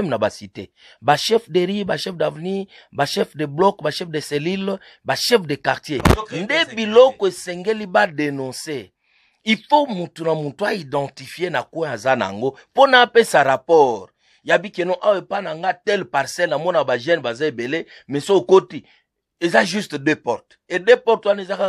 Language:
Lingala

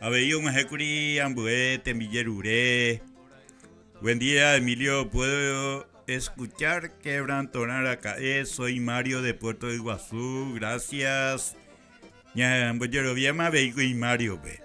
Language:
Guarani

